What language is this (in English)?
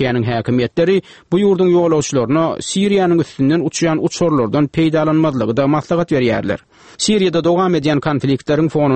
Turkmen